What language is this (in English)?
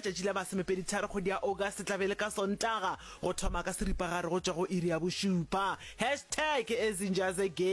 Northern Sotho